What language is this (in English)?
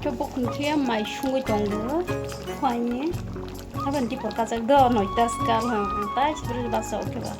Kok Borok